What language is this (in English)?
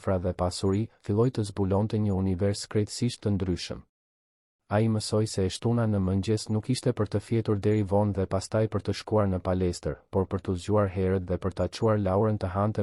Albanian